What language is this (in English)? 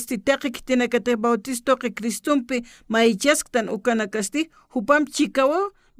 Aymara